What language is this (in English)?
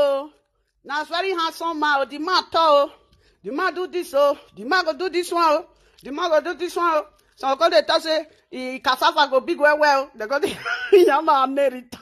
Nigerian Pidgin